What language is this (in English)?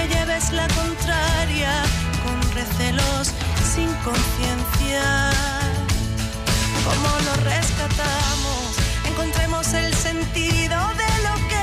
Spanish